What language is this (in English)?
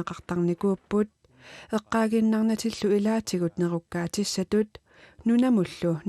Kalaallisut